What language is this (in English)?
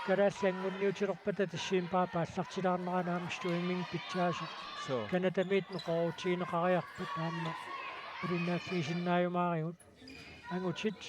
Kalaallisut